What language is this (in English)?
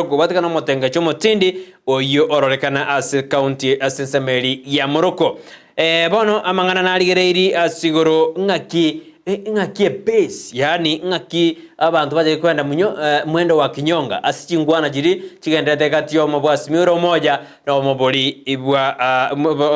Gusii